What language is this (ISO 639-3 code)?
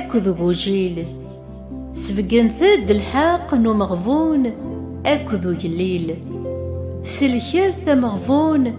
kab